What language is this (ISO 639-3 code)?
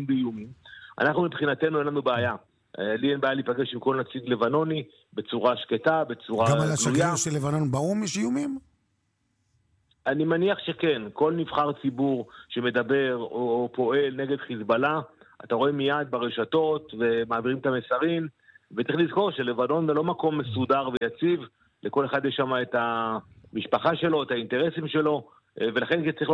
heb